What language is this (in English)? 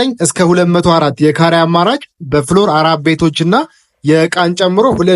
Amharic